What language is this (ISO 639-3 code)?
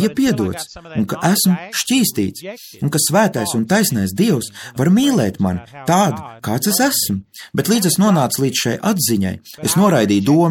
lav